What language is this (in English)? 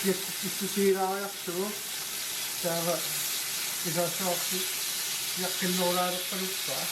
Kalaallisut